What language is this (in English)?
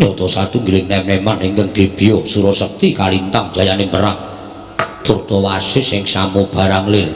Javanese